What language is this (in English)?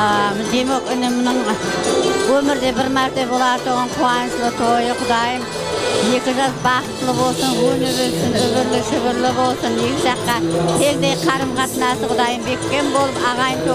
Kara-Kalpak